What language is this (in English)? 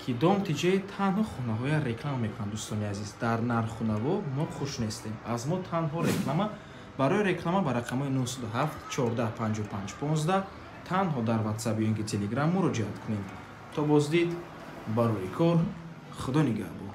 Tajik